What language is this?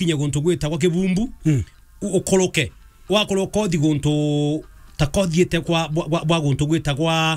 Meru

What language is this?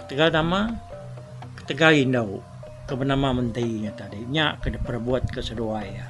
Iban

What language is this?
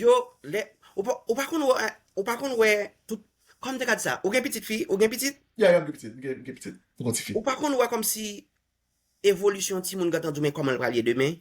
Haitian Creole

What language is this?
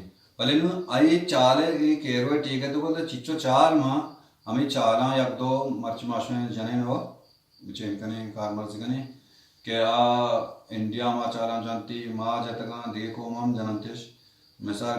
Baluchi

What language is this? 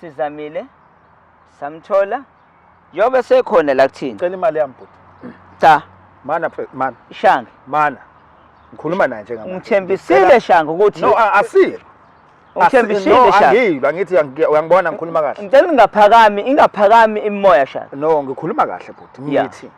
Zulu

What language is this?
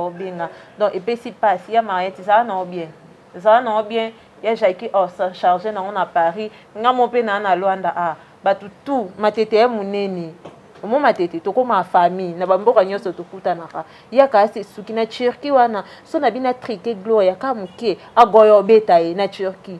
Lingala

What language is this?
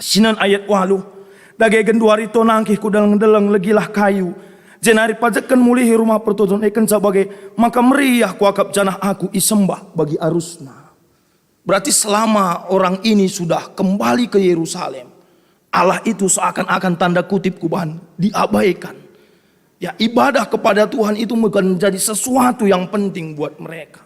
Batak Karo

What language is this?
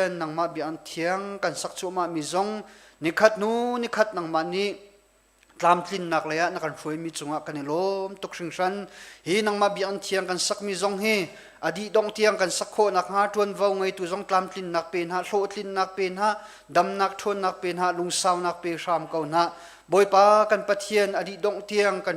Hakha Chin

